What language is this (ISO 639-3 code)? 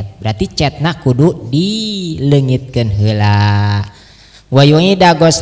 sun